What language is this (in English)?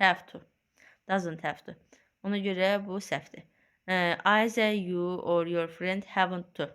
Azerbaijani